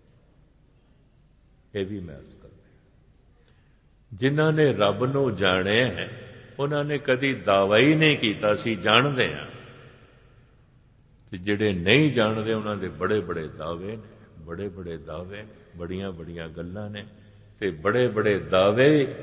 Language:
Punjabi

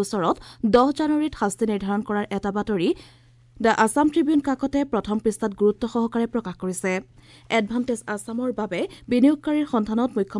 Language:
Assamese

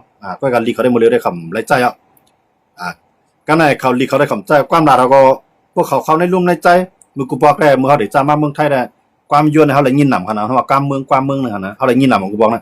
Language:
Shan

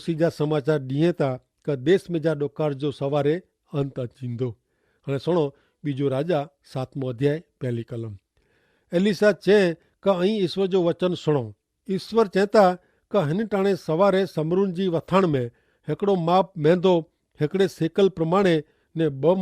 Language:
Kachhi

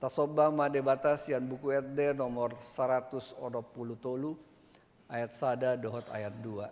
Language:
Batak Toba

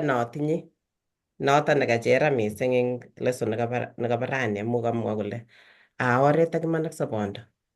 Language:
Kalenjin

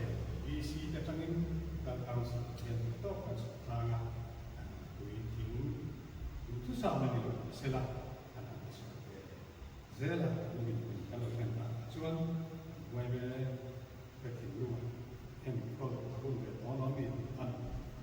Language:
Mizo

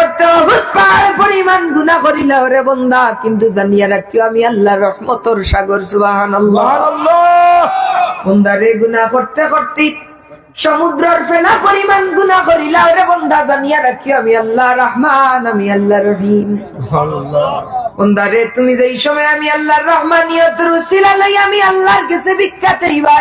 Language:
Sylheti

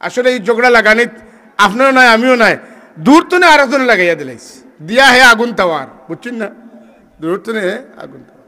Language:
Sylheti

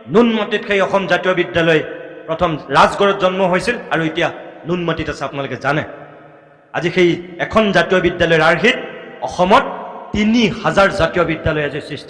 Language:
Assamese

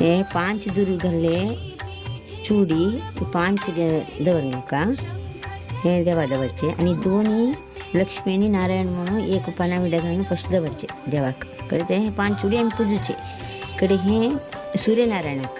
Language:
Konkani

